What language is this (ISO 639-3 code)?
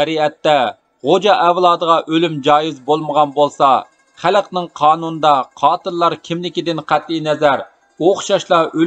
uig